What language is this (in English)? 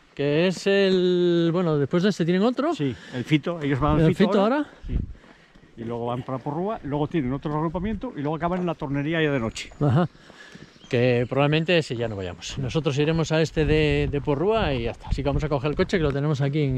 Spanish